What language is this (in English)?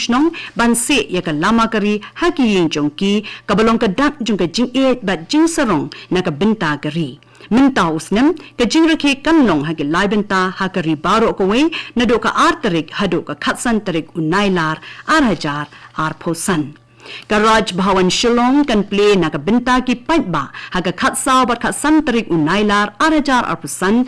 Khasi